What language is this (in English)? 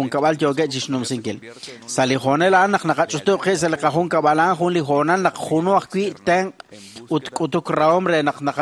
Kekchí